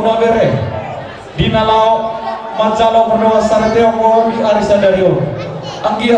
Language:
Batak Toba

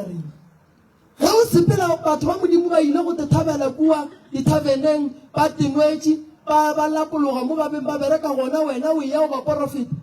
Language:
Northern Sotho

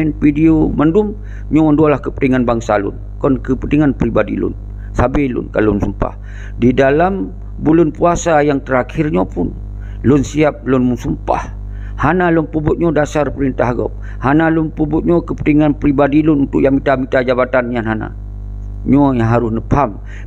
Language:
Achinese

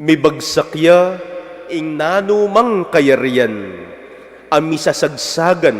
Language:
Pampanga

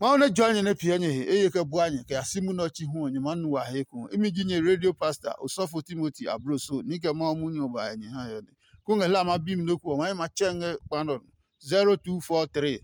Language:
Adangme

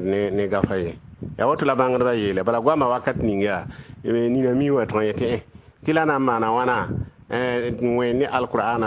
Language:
Mossi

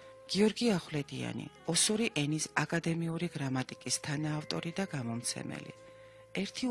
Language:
Georgian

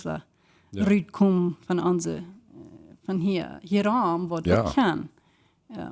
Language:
Plautdietsch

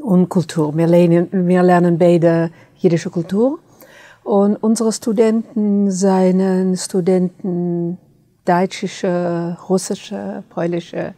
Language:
Yiddish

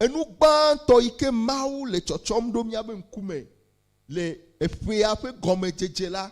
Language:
Ewe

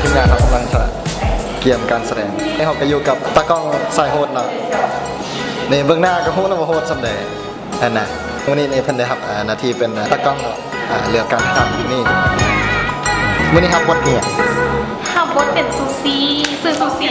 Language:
Lao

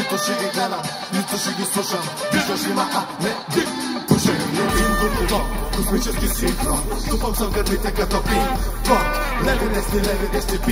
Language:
Bulgarian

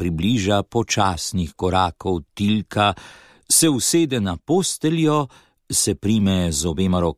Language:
Slovenian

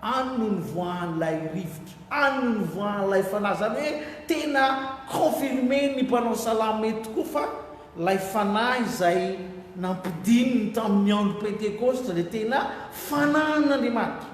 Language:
Malagasy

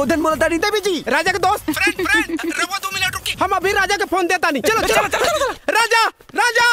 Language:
Bhojpuri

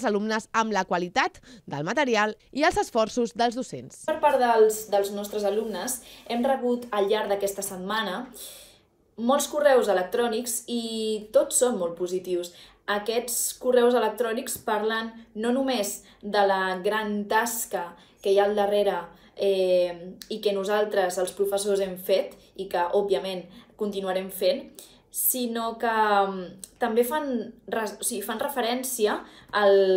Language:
Catalan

